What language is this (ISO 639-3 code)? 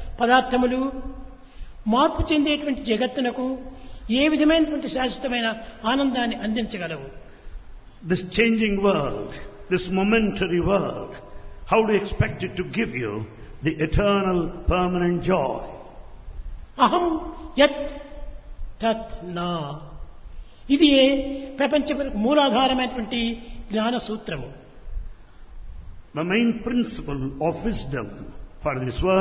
tel